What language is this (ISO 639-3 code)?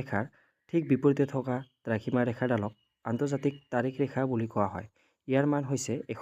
asm